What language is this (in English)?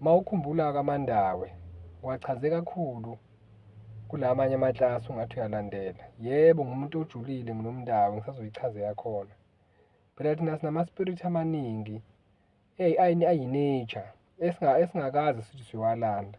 Zulu